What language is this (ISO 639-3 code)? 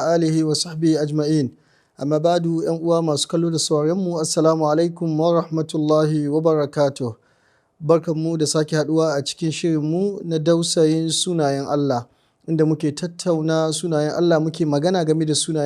hau